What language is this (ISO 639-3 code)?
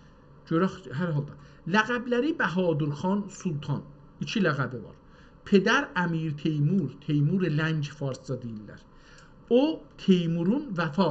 azb